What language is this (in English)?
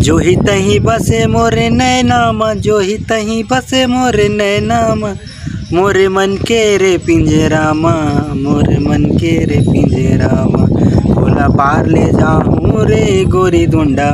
Chhattisgarhi